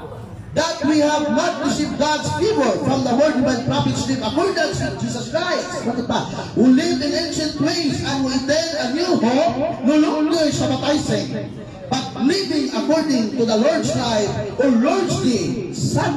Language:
Cebuano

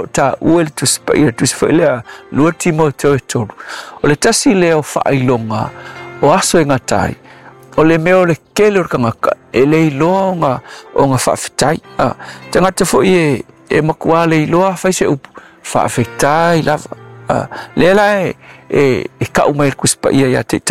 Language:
Samoan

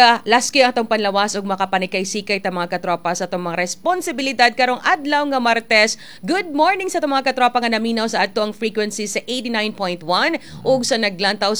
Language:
Cebuano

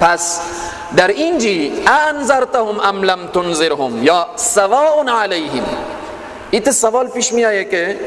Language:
Persian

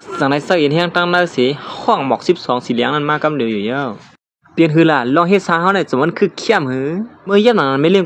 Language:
Shan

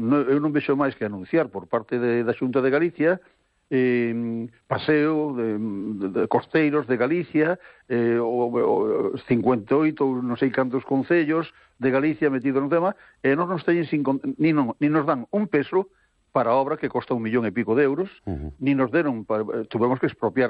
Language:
Galician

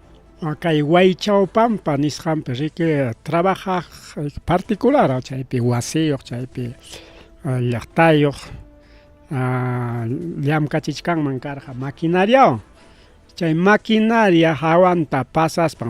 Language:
Ayacucho Quechua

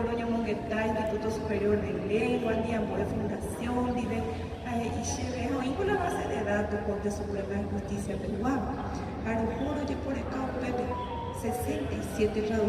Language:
Guarani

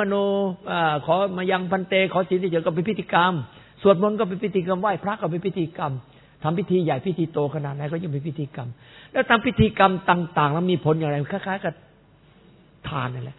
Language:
Thai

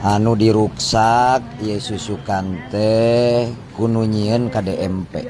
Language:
Sundanese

